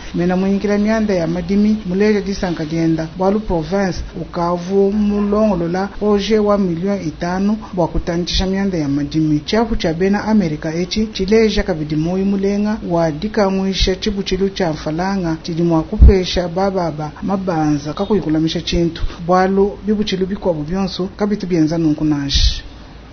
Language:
Luba-Lulua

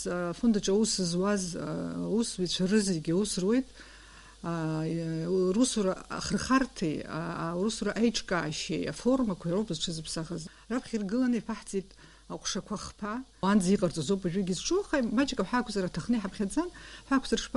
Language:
Abkhazian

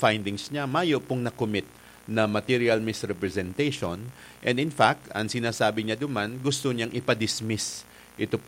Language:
Bikol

